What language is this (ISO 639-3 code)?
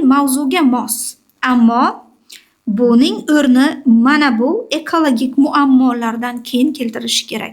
uzb